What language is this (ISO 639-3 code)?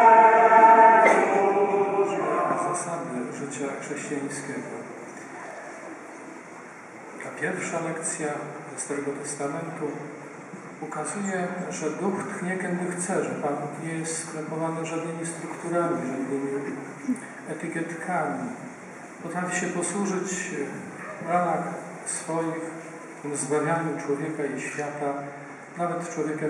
pol